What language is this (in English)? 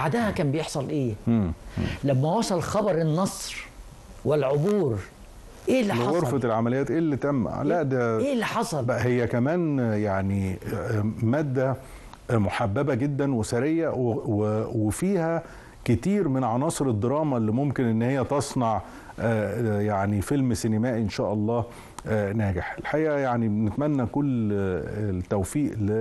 Egyptian Arabic